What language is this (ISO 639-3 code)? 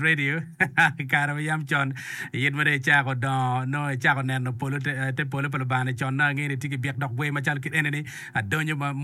ach